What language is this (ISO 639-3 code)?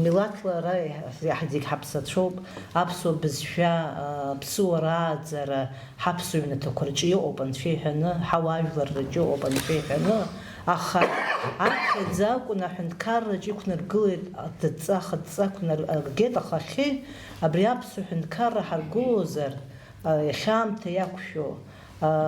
abk